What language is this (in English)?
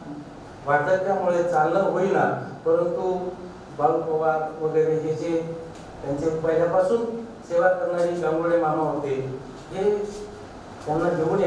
Marathi